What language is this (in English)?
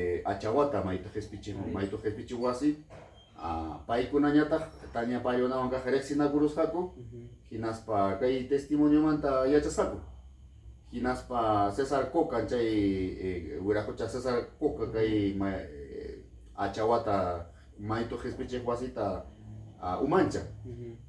Ayacucho Quechua